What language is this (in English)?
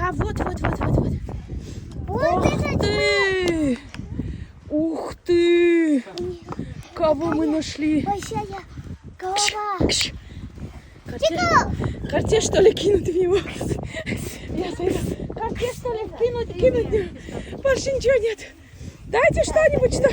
Tajik